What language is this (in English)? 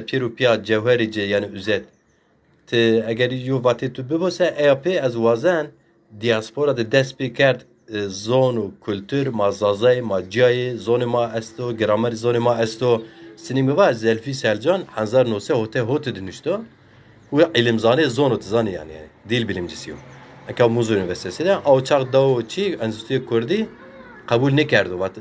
Zaza